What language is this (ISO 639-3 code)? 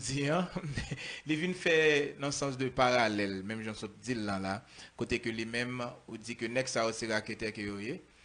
hat